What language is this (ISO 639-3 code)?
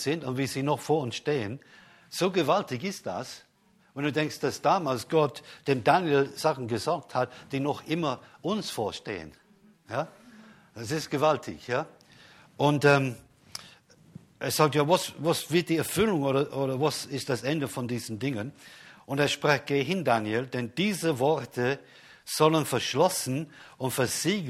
deu